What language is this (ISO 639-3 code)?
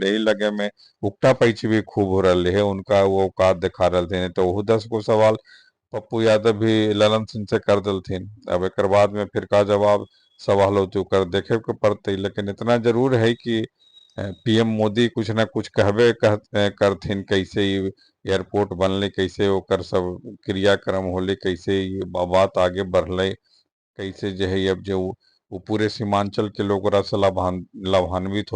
mag